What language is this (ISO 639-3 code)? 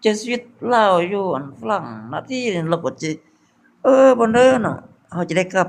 lao